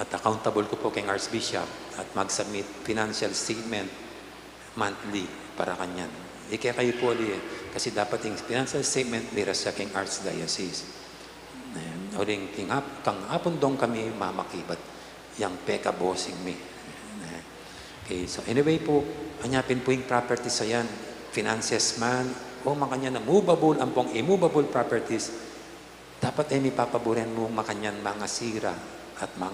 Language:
Pampanga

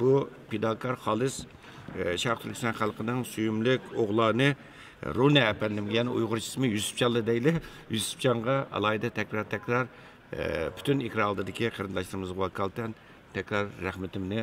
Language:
Uyghur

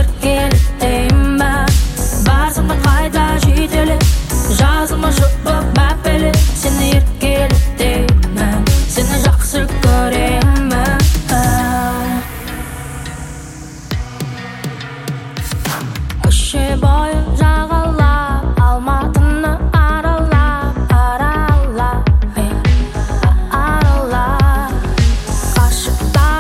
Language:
Kazakh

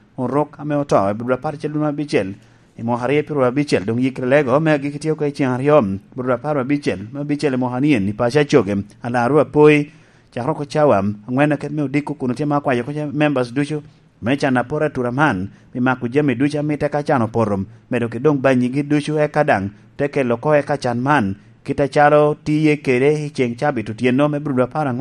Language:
Lango (Uganda)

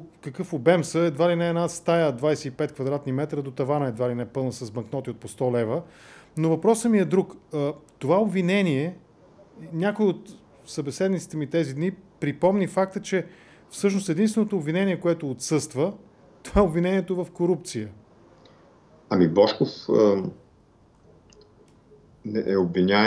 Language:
Bulgarian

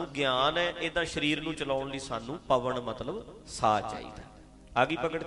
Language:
Punjabi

